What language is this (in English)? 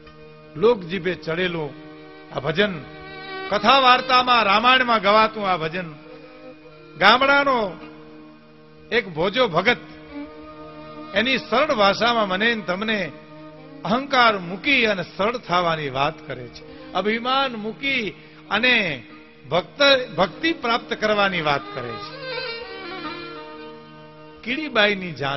Gujarati